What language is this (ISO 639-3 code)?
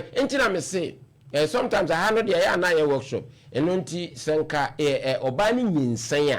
aka